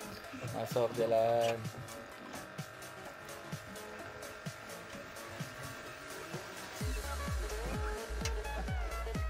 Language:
Malay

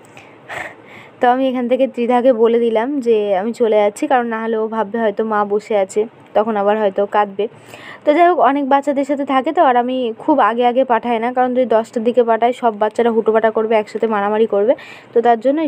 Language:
Bangla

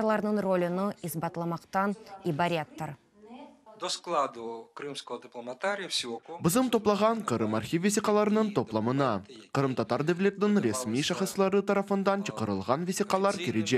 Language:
Crimean Tatar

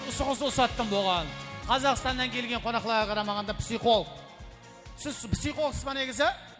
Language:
Kara-Kalpak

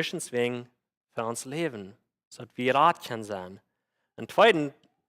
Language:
Plautdietsch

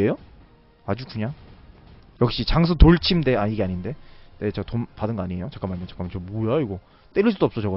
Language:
Korean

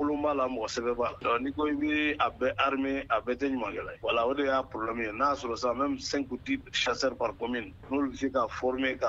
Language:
Bambara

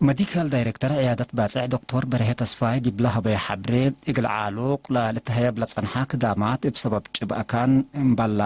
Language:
Tigre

